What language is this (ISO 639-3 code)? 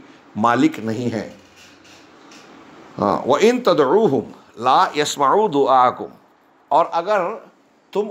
hin